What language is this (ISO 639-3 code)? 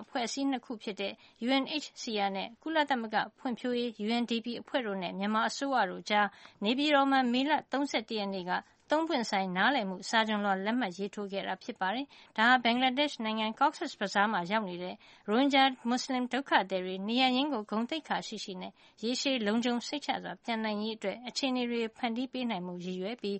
mya